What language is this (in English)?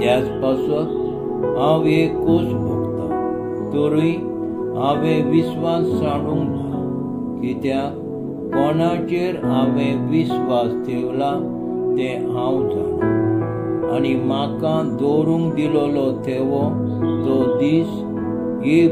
Konkani